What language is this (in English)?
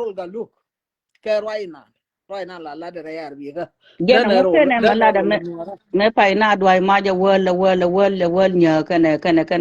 Nuer